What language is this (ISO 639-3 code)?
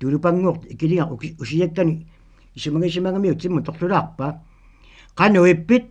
kal